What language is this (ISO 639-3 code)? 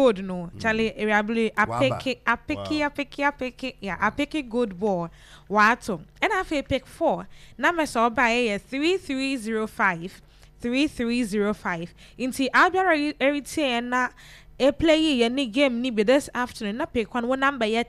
aka